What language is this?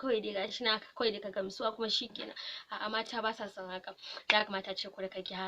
Hausa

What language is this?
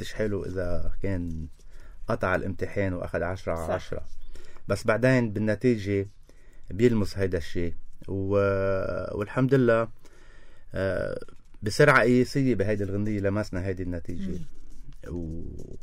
North Levantine Arabic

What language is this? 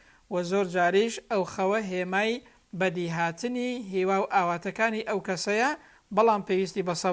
Central Kurdish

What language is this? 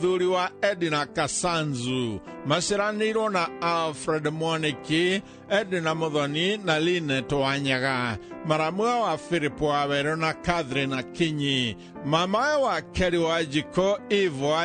Kikuyu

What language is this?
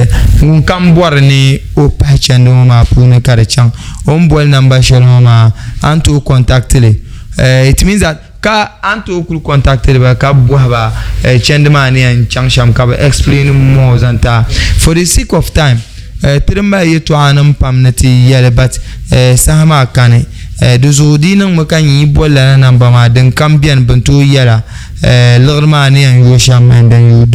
Dagbani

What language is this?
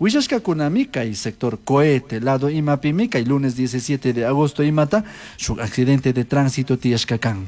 Chimborazo Highland Quichua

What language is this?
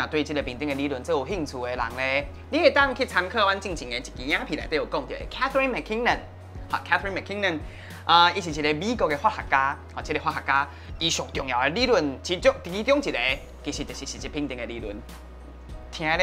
Min Nan Chinese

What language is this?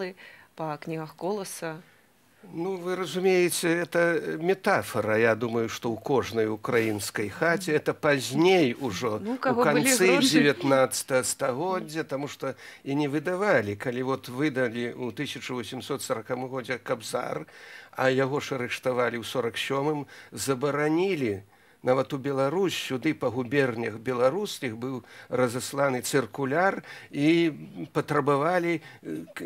Belarusian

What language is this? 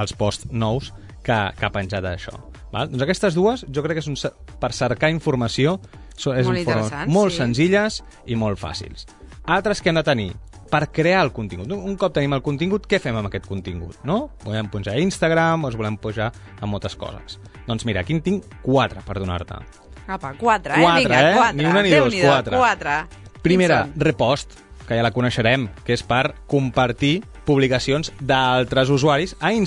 Catalan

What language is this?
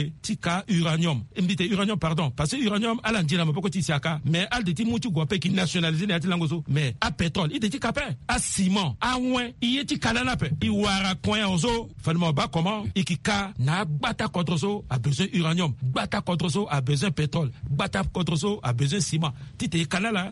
Sango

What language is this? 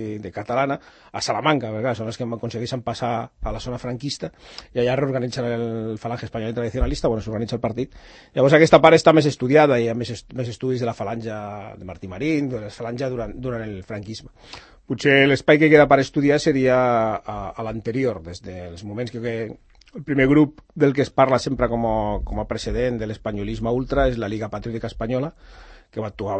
Catalan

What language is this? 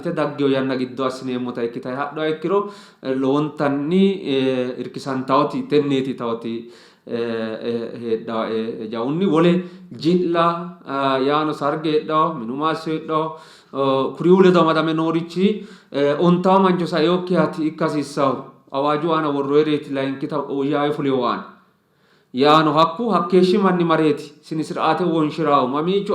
Sidamo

